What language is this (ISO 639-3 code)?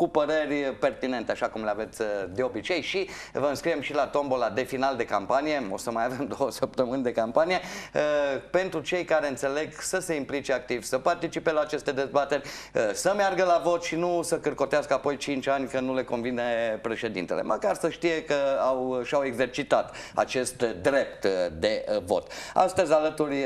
ron